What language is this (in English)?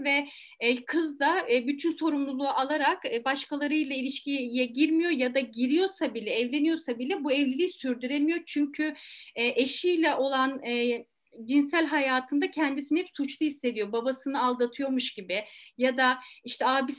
Turkish